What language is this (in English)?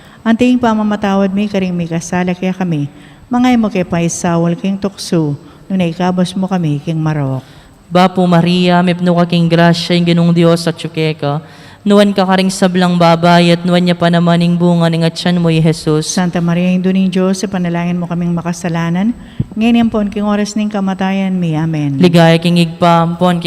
Pampanga